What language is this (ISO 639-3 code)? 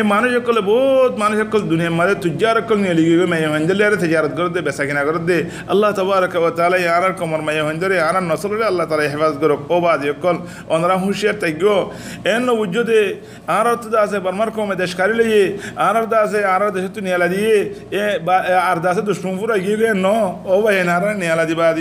rhg